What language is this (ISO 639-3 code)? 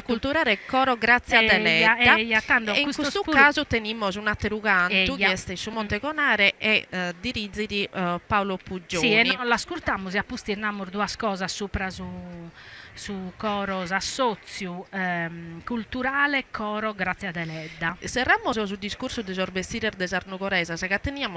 srd